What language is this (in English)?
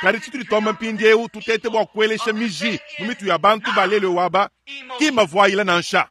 Luba-Lulua